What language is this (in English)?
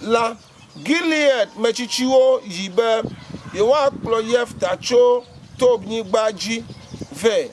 Ewe